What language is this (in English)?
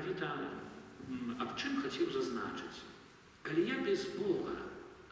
Belarusian